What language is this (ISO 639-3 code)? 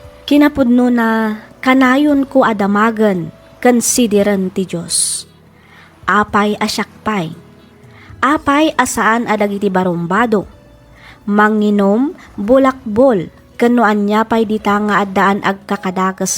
ilo